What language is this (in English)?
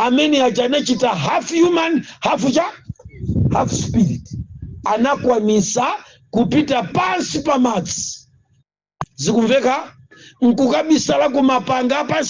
Nyanja